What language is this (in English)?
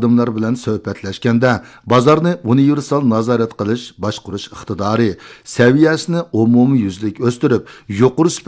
Uyghur